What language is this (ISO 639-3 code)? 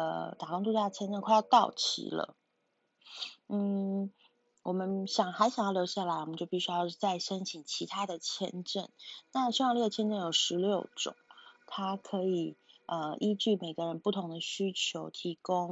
zho